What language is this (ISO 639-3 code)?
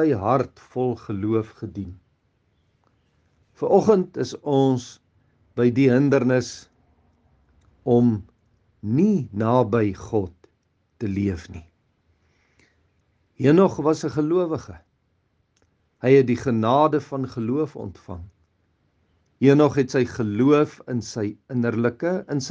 afr